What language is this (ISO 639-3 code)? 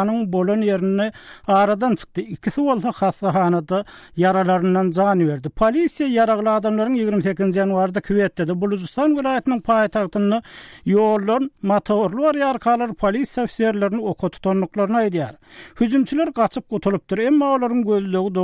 tuk